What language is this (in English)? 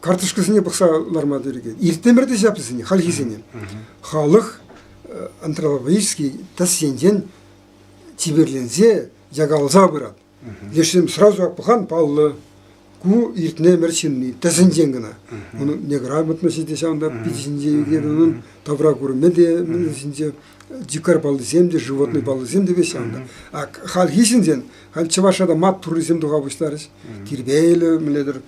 Chuvash